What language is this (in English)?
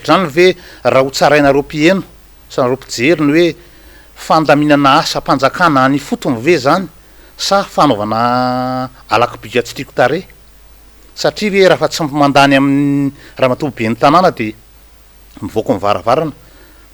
Malagasy